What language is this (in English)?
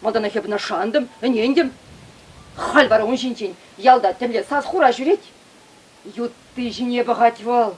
Chuvash